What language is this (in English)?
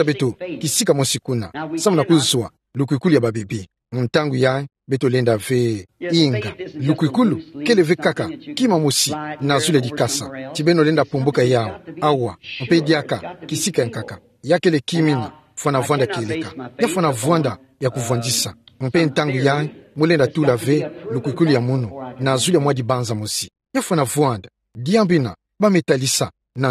Kituba (Democratic Republic of Congo)